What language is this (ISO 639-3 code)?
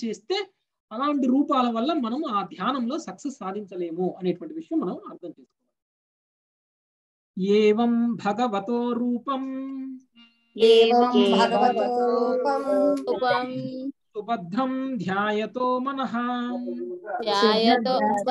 tel